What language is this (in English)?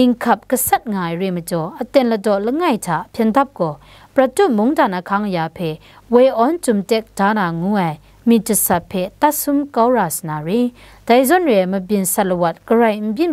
Kachin